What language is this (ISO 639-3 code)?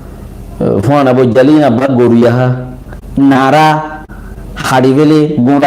rhg